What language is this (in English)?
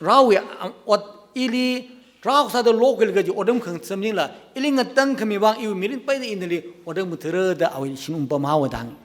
Tangkhul Naga (India)